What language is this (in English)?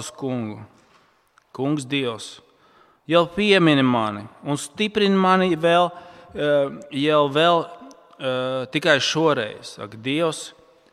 Latvian